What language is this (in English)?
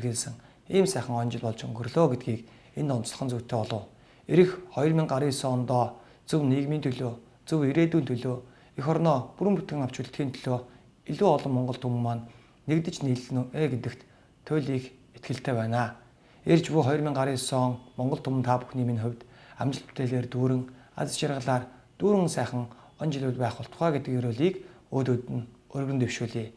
Mongolian